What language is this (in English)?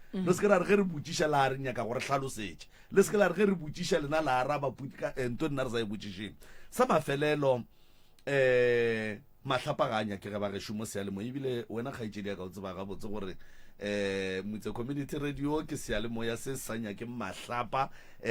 Northern Sotho